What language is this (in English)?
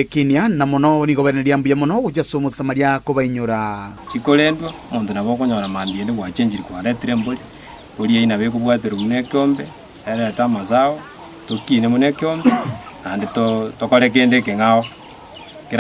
Gusii